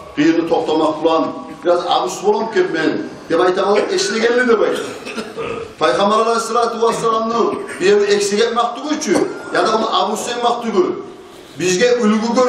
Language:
Kumyk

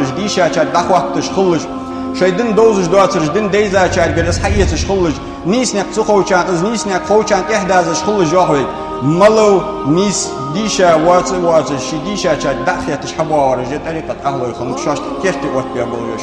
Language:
Ingush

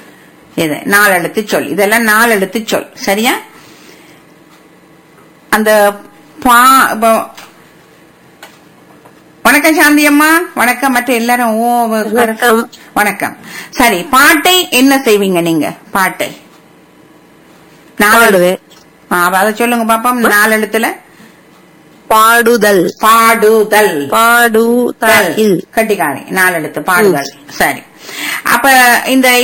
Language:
Tamil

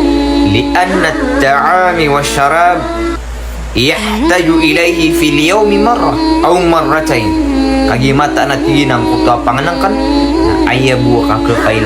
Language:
Maranao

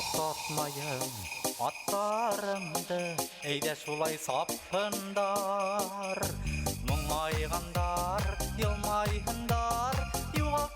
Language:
Bashkir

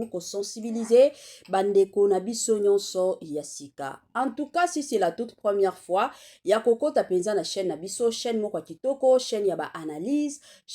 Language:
Lingala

